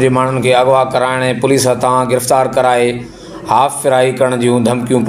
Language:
Sindhi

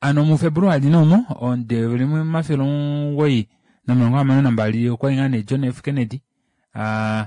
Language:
Kuanyama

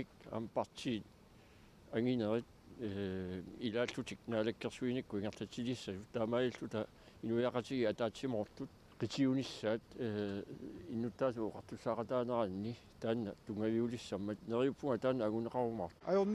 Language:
Kalaallisut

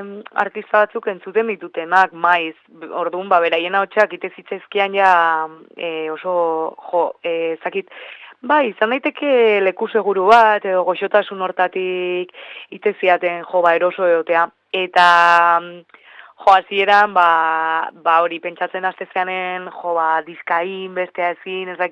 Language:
Basque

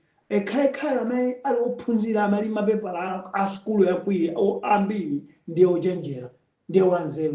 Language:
Nyanja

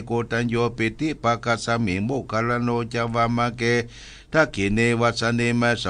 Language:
Pali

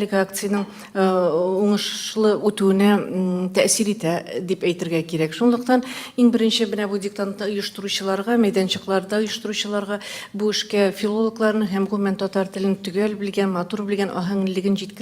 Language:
Tatar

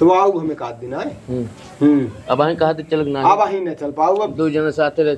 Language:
Awadhi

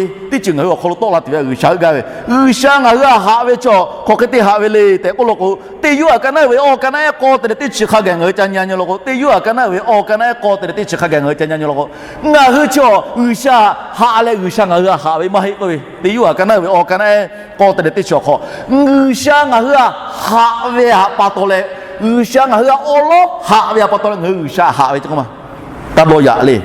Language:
Lahu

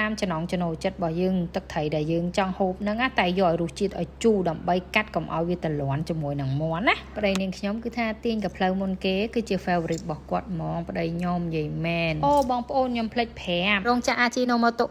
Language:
Khmer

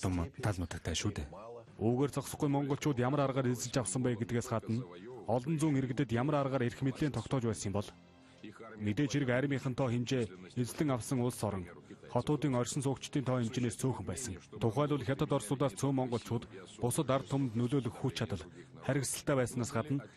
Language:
Mongolian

